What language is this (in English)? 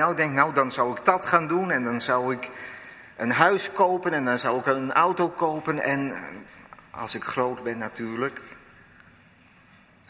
Dutch